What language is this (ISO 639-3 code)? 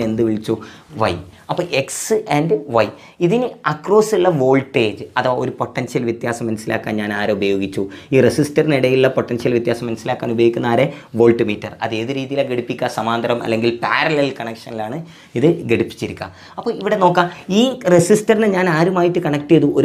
mal